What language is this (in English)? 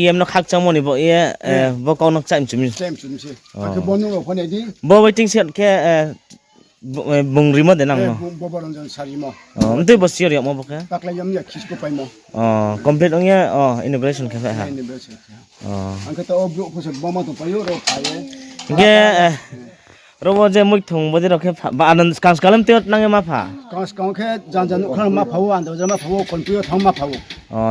Riang (India)